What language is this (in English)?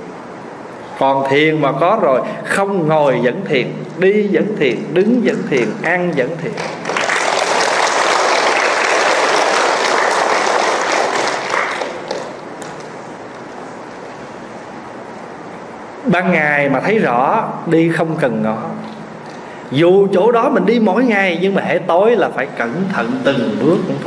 Vietnamese